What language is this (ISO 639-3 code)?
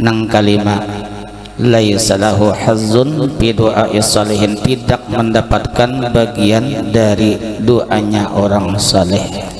bjn